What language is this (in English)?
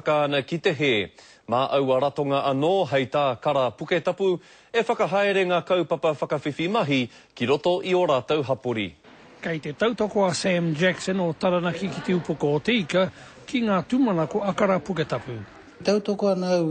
Māori